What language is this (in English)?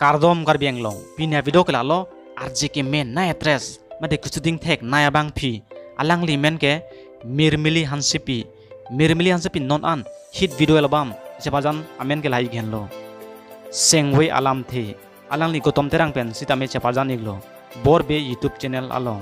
Karbi